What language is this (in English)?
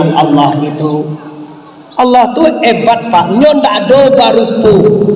Minangkabau